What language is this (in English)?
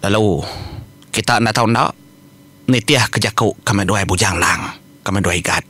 Iban